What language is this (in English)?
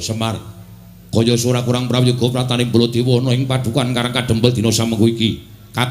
Javanese